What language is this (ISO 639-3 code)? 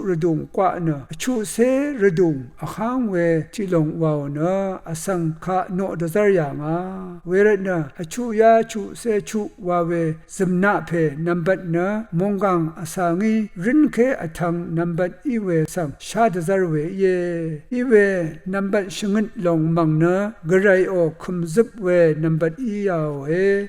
raw